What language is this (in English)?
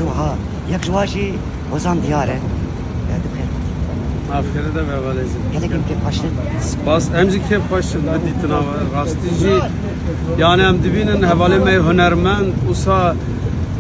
Kurdish